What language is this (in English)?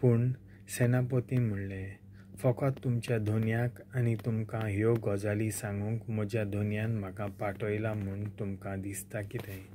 Konkani